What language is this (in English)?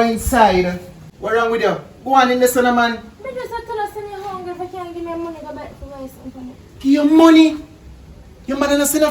Jamaican Creole English